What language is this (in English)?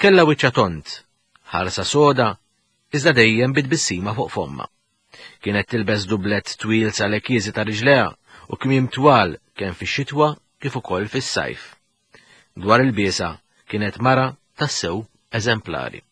Maltese